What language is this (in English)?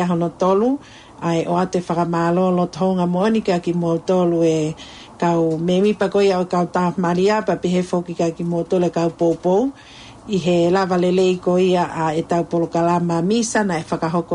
Tongan